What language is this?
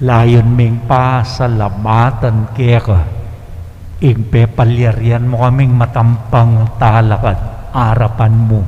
Pampanga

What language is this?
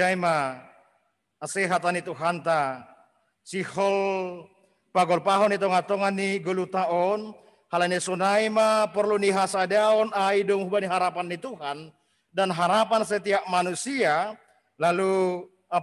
Batak Simalungun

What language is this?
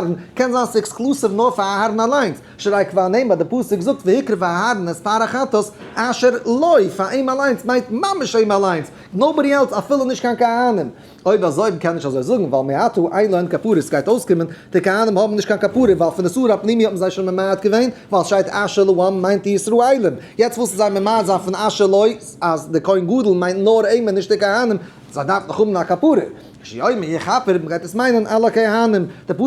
Yiddish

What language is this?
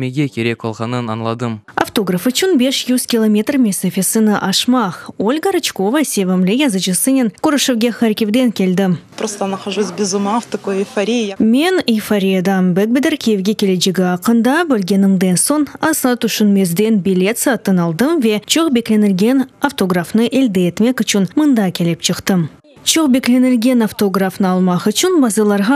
Crimean Tatar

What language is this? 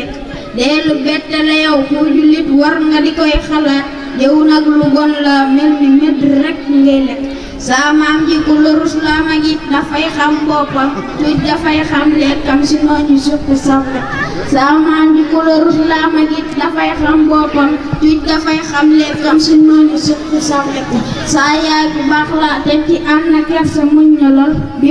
Wolof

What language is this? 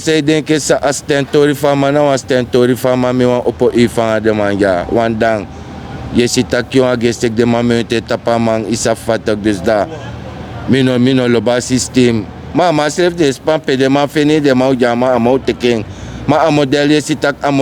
Sranan Tongo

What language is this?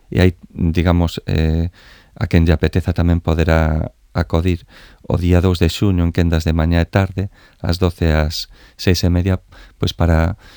Galician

